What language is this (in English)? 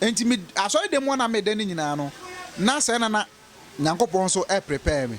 Akan